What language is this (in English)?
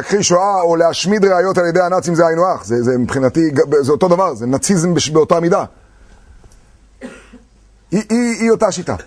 Hebrew